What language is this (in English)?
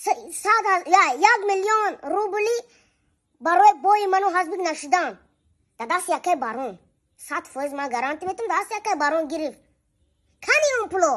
Tajik